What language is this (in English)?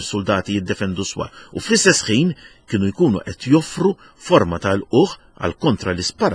Maltese